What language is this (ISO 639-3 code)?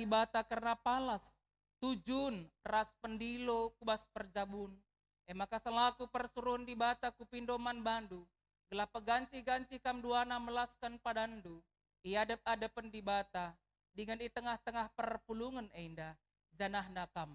btx